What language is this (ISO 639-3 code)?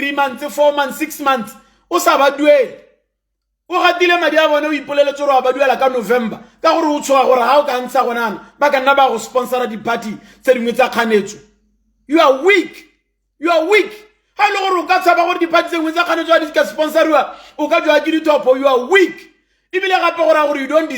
tsn